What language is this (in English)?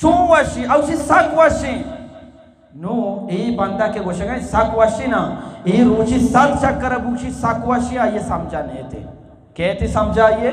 Eastern Balochi